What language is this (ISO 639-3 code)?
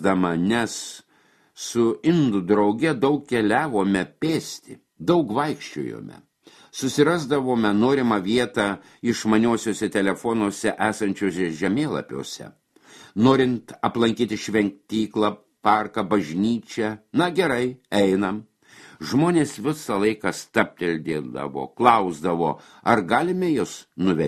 lit